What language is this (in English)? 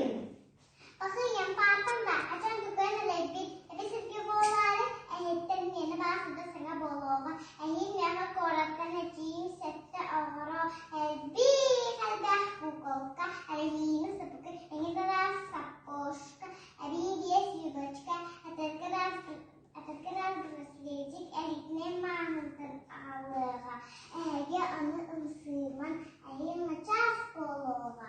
Yakut